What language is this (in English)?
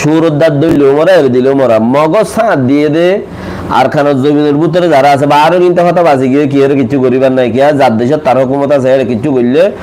Rohingya